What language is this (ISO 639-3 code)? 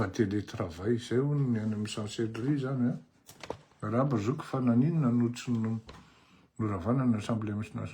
mlg